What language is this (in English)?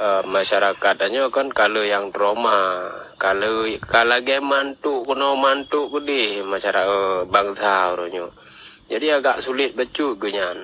Achinese